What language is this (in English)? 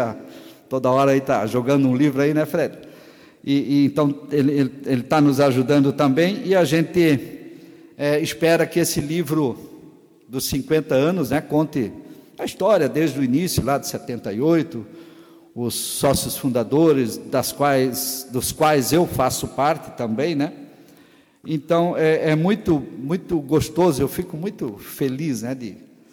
Portuguese